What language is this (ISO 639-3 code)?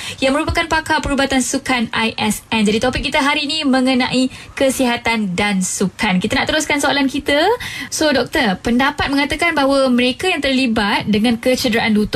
msa